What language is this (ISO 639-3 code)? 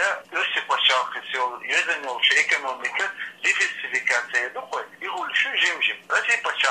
che